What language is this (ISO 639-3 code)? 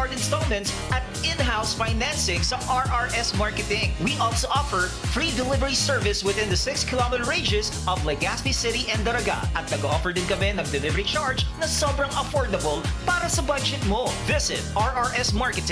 bik